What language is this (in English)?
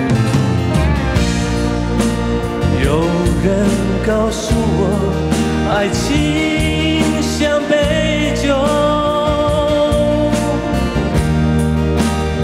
Chinese